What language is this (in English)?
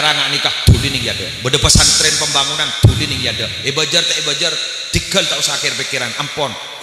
Madurese